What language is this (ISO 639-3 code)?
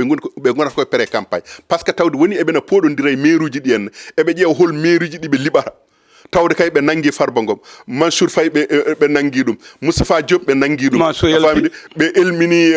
ful